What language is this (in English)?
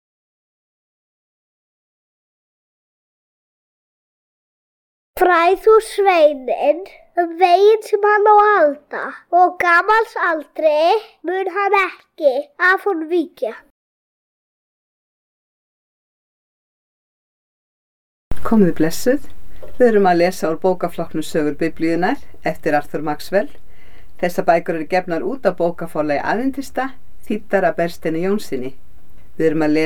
Icelandic